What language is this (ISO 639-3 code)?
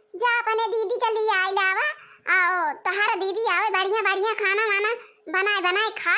awa